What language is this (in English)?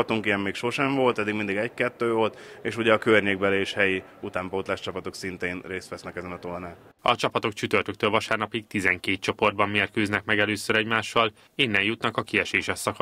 Hungarian